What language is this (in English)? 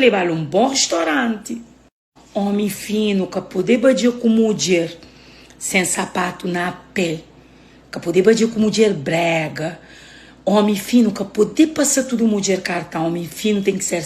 Kabuverdianu